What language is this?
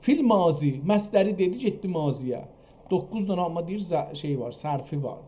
South Azerbaijani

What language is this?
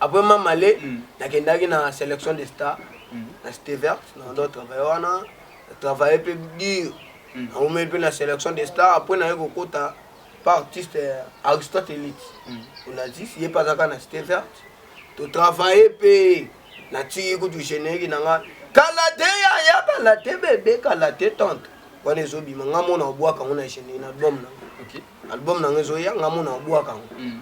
Lingala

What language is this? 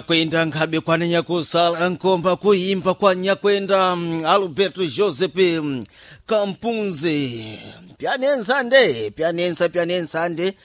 Sena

